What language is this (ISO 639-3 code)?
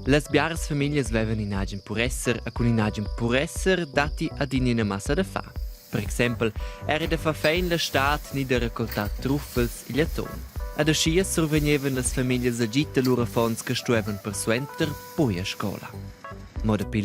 roh